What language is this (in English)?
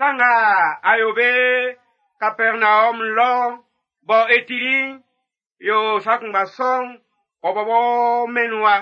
Baoulé